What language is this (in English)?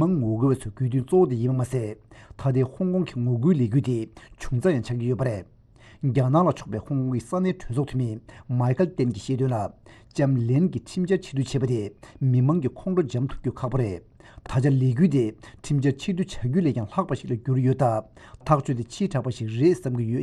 Tibetan